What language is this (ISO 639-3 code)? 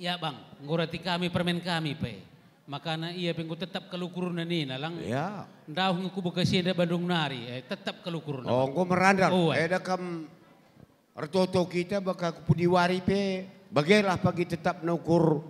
btx